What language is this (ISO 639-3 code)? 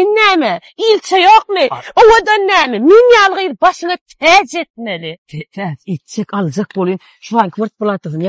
tuk